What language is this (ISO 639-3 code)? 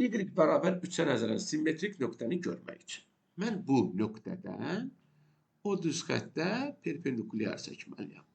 aze